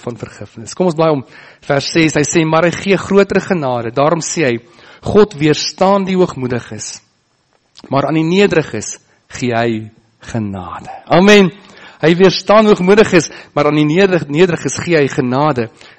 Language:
Afrikaans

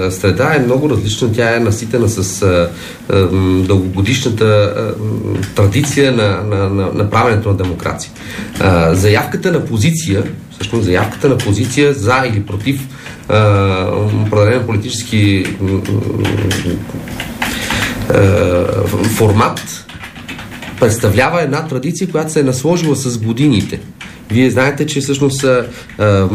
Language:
Bulgarian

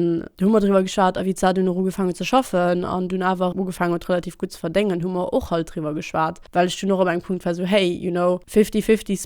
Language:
Luxembourgish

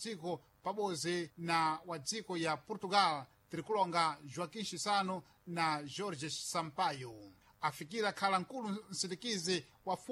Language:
Sena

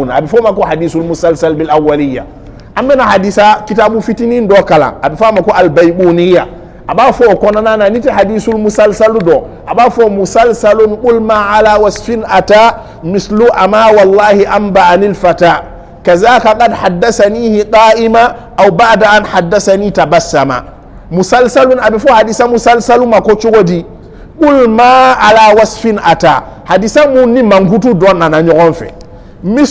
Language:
Bambara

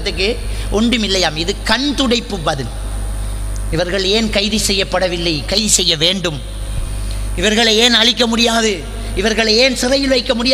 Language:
Tamil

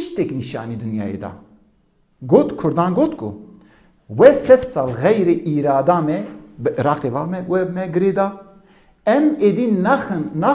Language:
Kurdish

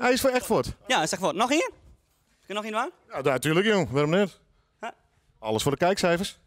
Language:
Western Frisian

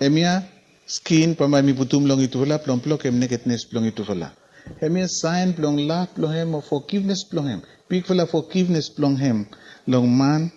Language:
Bislama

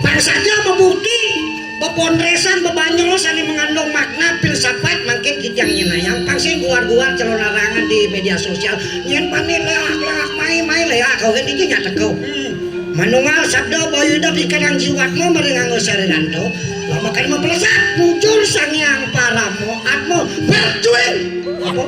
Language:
Balinese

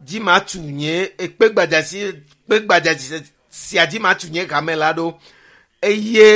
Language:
Ewe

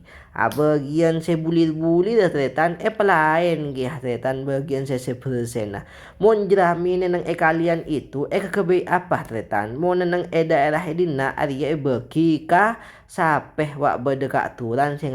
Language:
Madurese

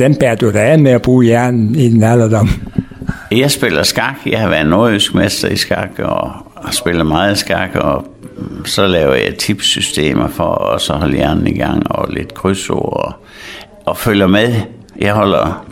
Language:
Danish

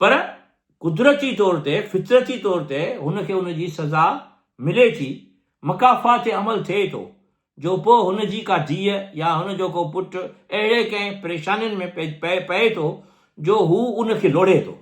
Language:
Sindhi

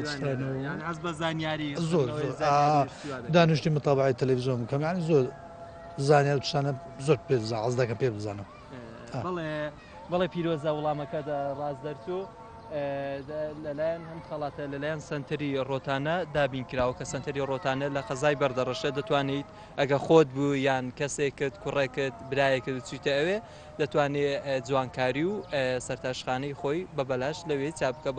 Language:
Central Kurdish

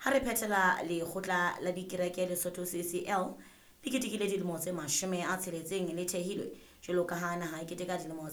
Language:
Southern Sotho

